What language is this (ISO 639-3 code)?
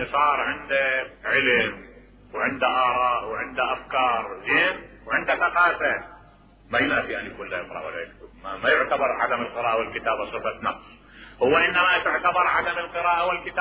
acm